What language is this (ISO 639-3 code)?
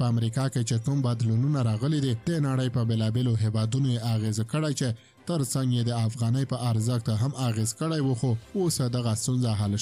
pus